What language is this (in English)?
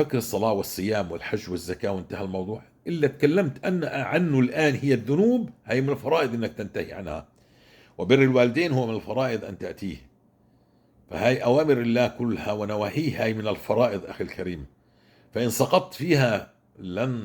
North Levantine Arabic